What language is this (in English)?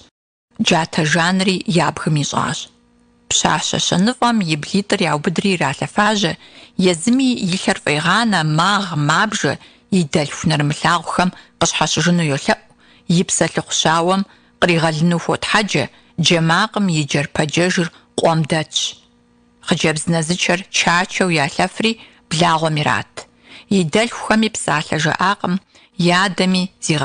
Kabardian